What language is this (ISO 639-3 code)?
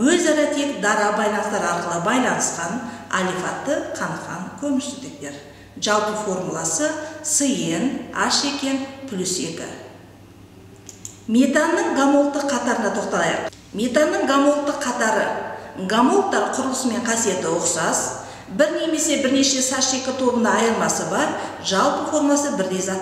kaz